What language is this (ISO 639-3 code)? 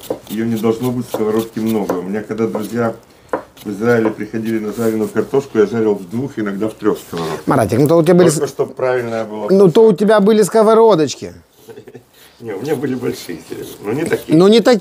rus